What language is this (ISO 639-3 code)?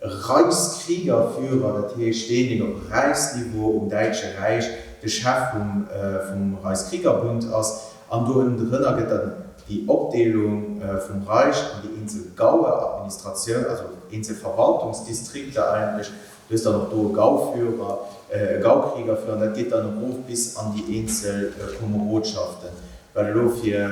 ltz